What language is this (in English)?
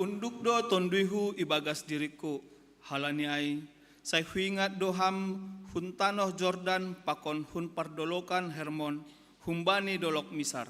Batak Simalungun